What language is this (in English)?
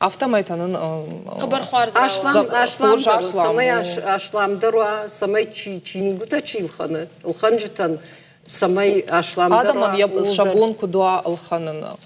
Ossetic